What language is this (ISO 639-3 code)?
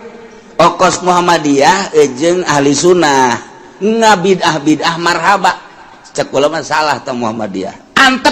sun